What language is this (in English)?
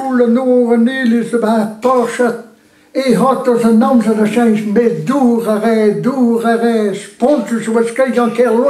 Breton